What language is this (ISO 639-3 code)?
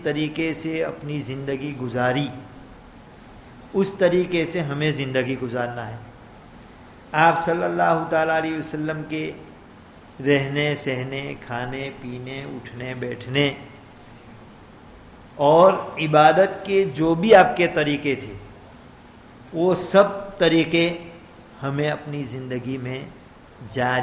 urd